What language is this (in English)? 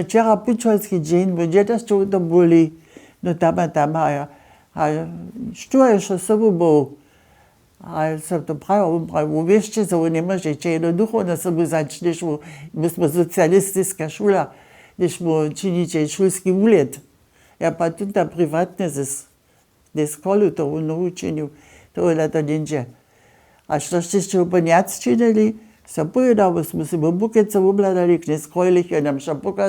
Upper Sorbian